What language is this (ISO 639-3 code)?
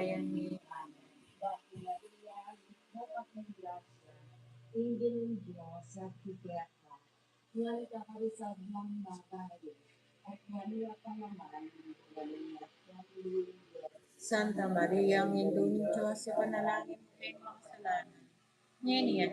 pam